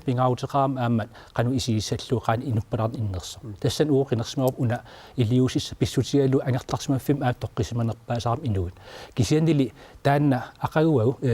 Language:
Kalaallisut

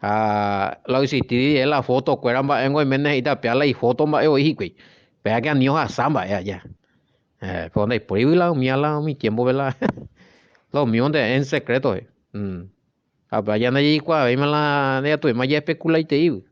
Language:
Guarani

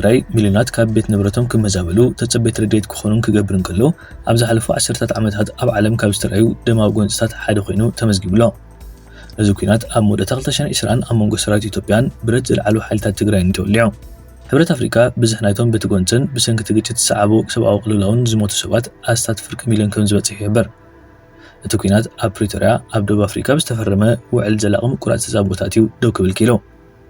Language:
Tigrinya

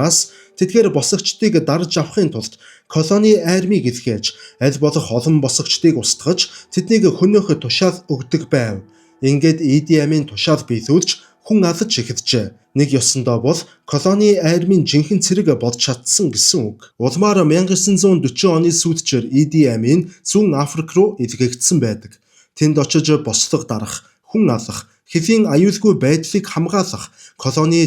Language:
Mongolian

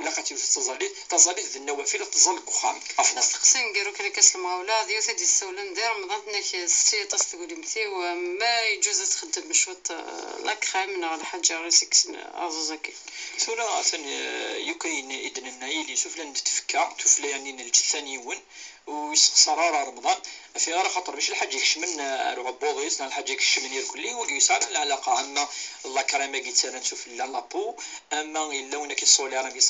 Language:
Kabyle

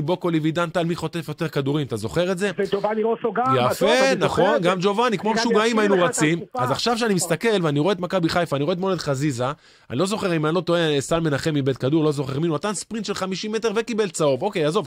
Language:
Hebrew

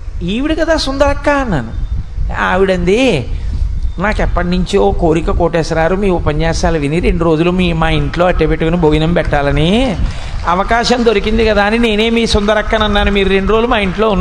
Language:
Telugu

